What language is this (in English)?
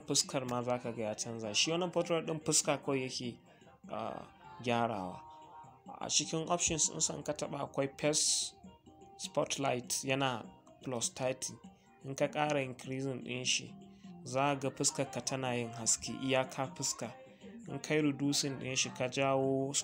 Hausa